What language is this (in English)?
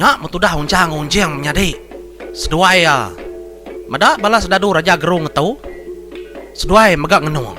Iban